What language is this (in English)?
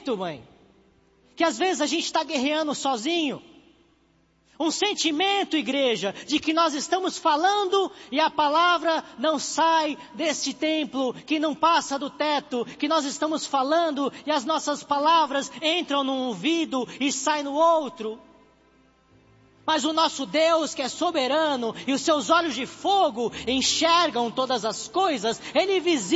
Portuguese